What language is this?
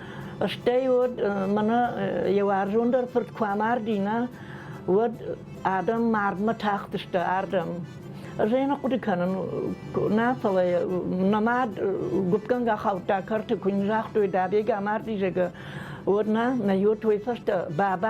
Ossetic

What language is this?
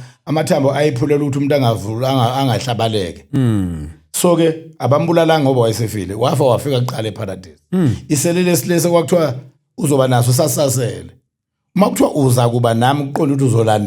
Zulu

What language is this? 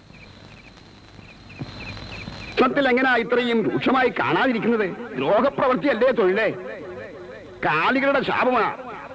Malayalam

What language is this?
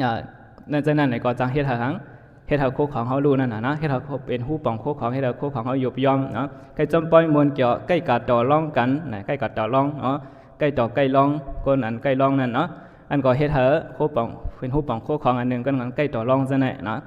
Shan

